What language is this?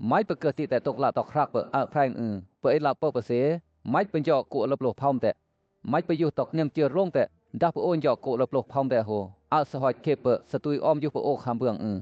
Western Lawa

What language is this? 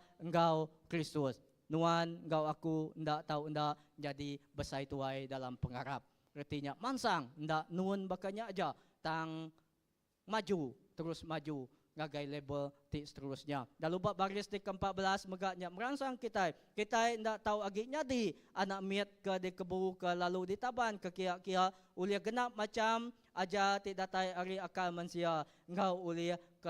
Iban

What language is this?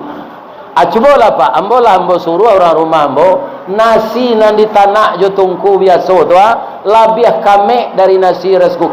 Minangkabau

